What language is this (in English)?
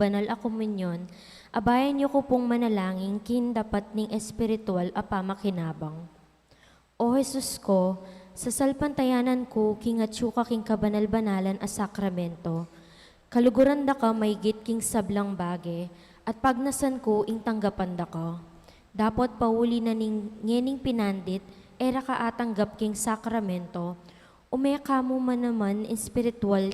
Pampanga